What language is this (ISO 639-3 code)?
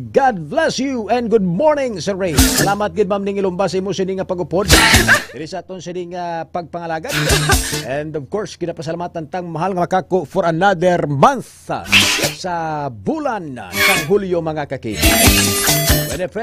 hil